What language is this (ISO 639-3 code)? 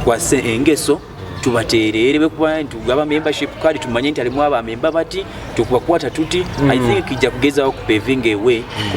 nyo